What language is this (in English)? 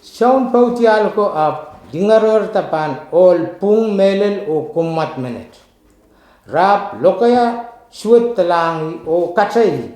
Pohnpeian